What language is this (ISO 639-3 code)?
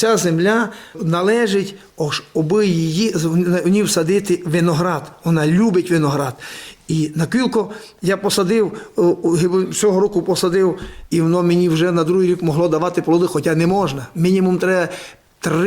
rue